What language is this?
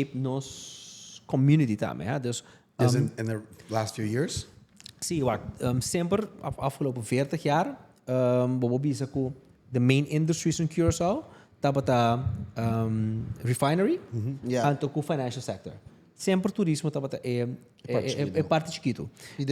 Papiamento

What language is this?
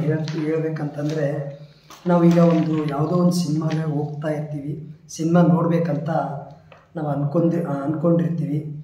Kannada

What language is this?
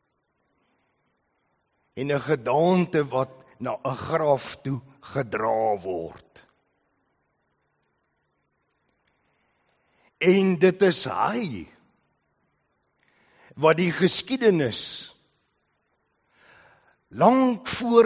Afrikaans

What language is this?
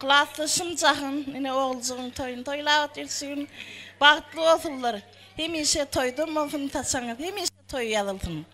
Turkmen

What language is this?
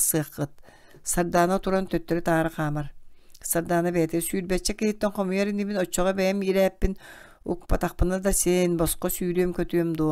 Yakut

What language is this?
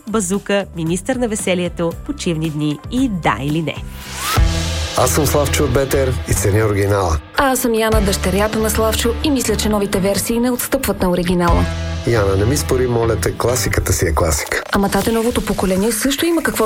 Bulgarian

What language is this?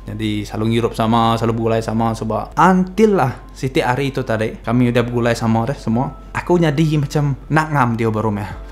Iban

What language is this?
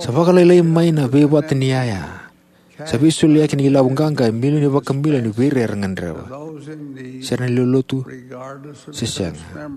Fijian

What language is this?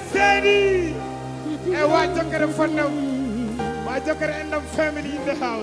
Fula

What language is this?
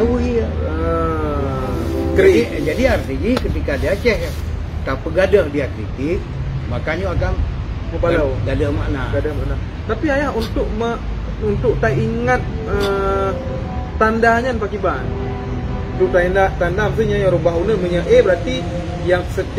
Achinese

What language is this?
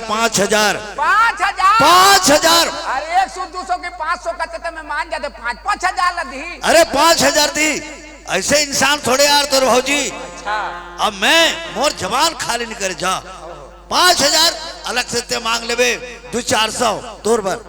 Chhattisgarhi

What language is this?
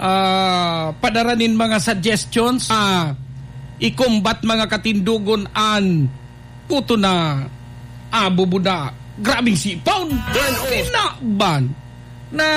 Bikol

